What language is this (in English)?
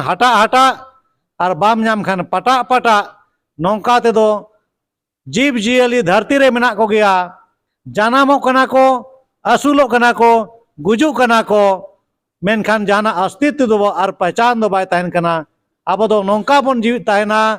Santali